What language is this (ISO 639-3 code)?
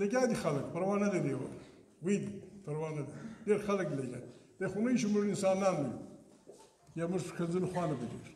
pus